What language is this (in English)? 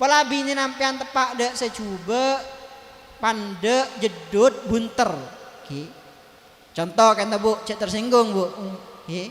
Madurese